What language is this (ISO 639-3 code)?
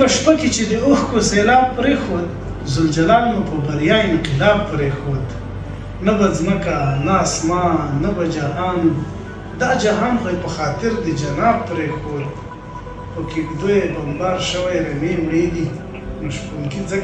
pus